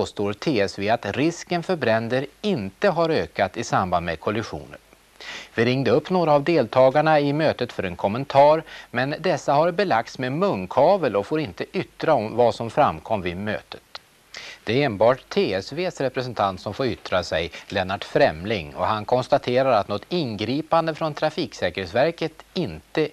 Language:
Swedish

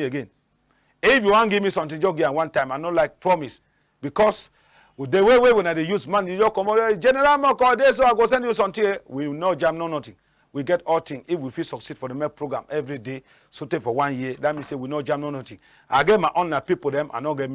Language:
Cameroon Pidgin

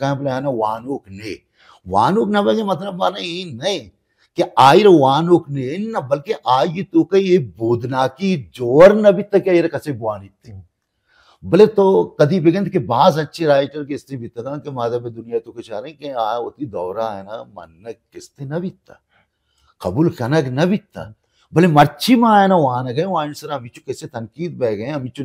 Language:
Baluchi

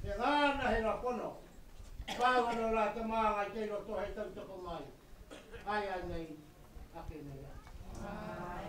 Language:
Māori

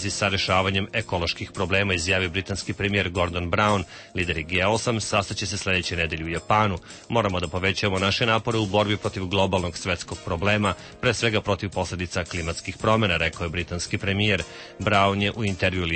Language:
Serbian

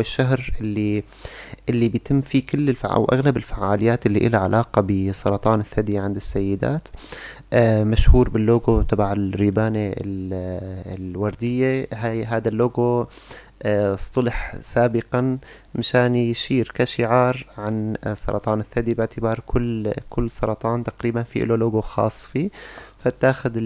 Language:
North Levantine Arabic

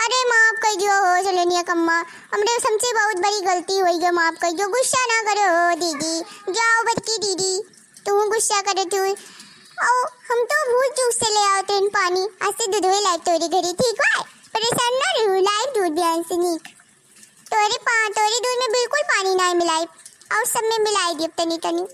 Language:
Awadhi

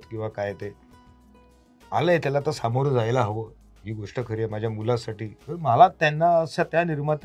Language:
Marathi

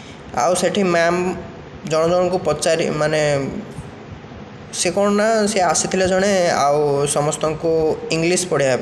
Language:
Odia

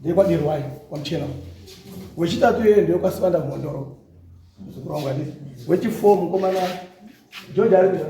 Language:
Shona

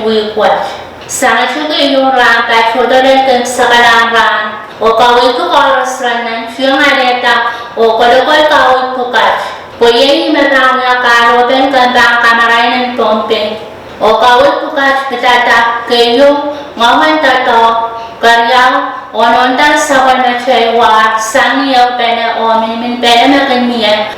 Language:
Pohnpeian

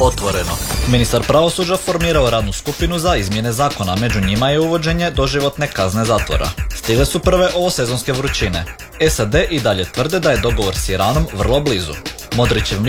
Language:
Croatian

